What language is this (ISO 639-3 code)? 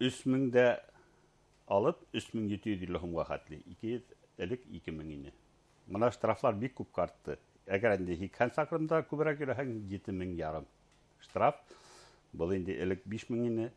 bak